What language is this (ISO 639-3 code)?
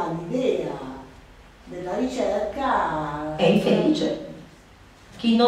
ita